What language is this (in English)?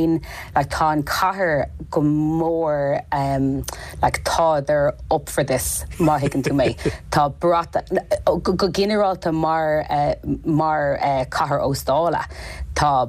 Irish